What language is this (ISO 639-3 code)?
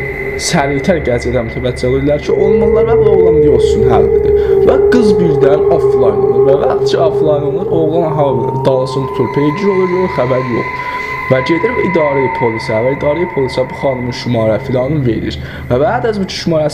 azb